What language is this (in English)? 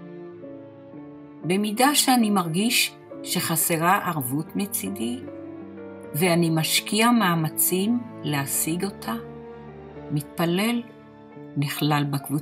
Hebrew